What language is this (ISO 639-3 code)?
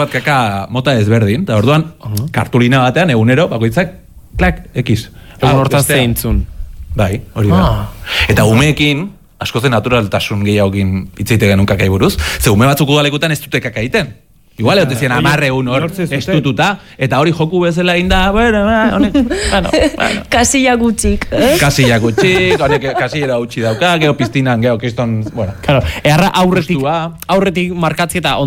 eus